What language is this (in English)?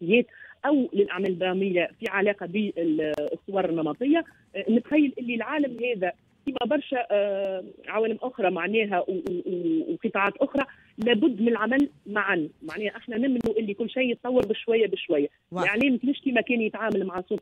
Tunisian Arabic